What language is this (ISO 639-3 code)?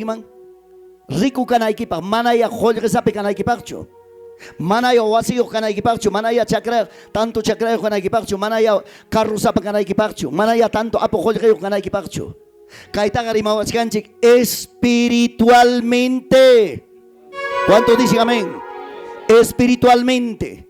quy